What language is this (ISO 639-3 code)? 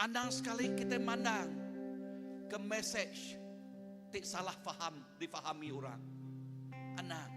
iba